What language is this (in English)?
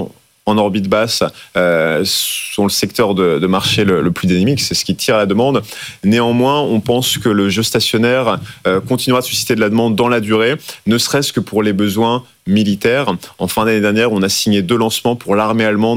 French